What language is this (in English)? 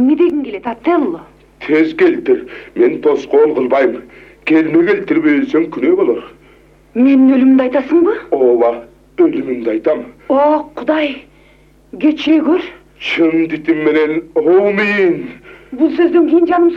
Kyrgyz